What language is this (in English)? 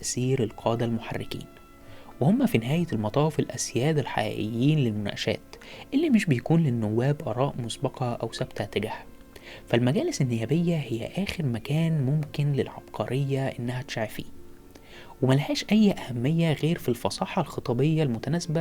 Egyptian Arabic